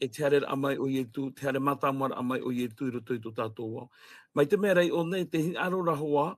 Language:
Tahitian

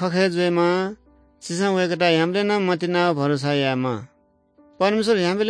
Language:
Newari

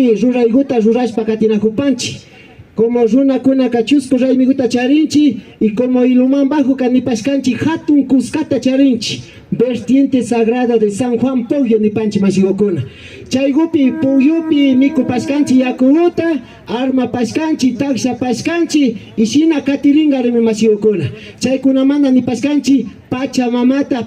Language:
Imbabura Highland Quichua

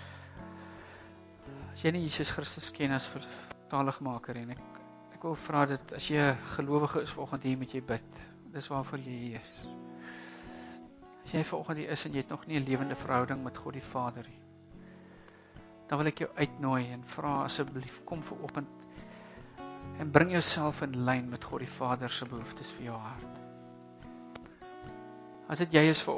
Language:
Afrikaans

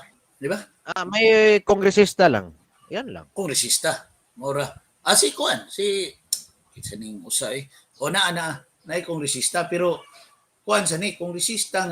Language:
Cebuano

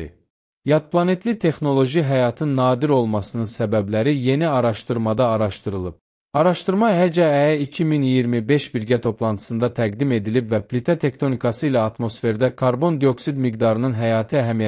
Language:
Azerbaijani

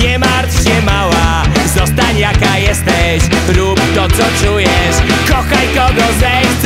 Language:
Polish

